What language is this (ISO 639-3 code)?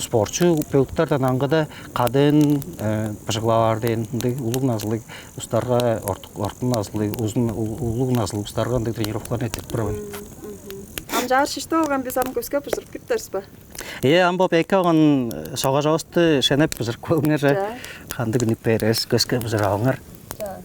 tyv